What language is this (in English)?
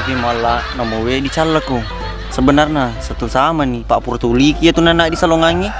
Buginese